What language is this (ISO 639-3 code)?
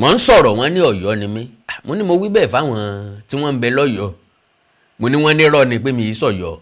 yor